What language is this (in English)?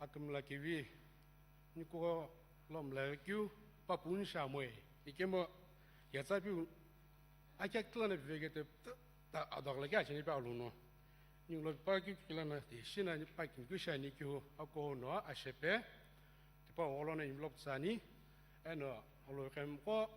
Sumi Naga